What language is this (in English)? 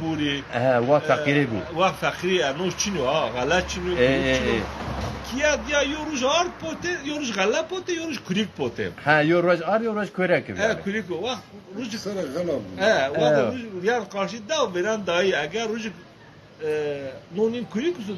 Zaza